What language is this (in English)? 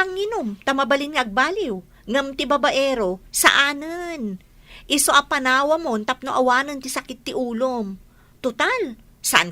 Iloko